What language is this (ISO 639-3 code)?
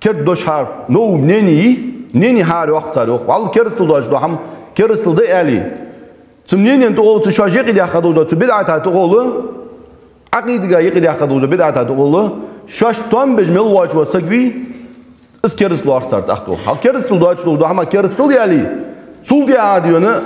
inh